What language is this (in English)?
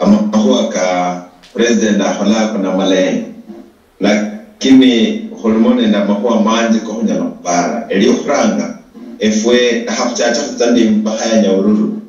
Luyia